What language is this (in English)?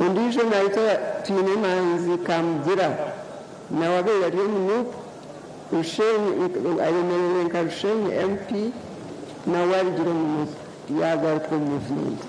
Nyankole